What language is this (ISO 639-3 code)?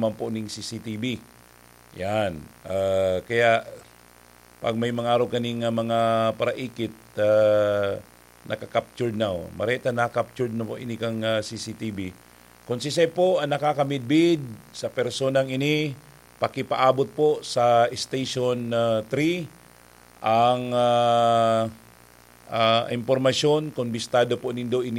bik